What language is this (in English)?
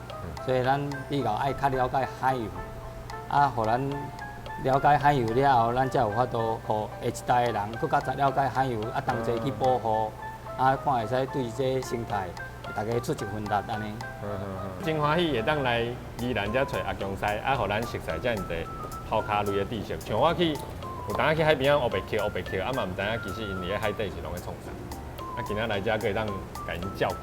Min Nan Chinese